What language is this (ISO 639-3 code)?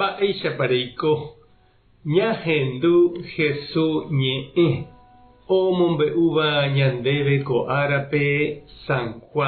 grn